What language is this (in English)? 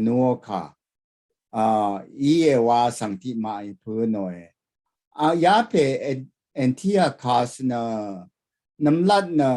Rawang